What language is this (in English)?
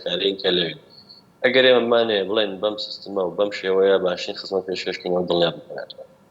Central Kurdish